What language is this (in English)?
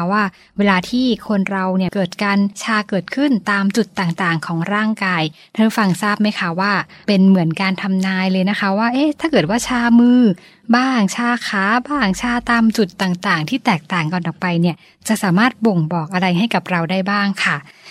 Thai